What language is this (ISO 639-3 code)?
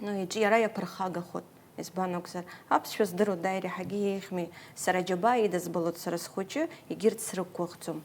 abk